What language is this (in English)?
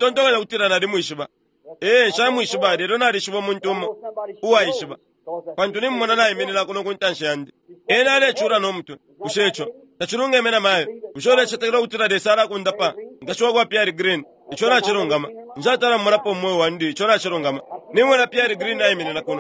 Bemba